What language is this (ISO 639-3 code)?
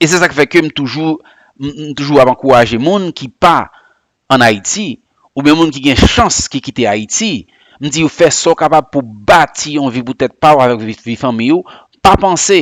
hat